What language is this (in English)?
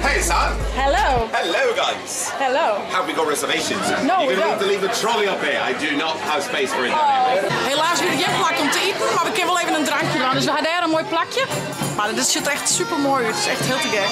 Western Frisian